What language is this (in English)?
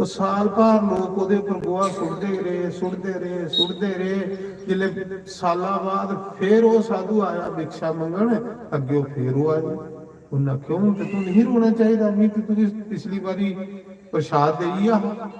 Dogri